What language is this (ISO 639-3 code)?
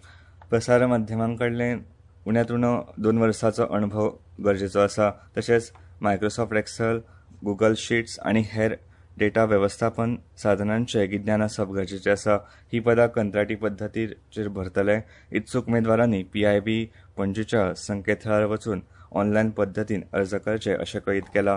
kok